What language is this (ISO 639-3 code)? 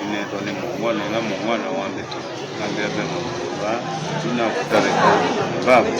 kam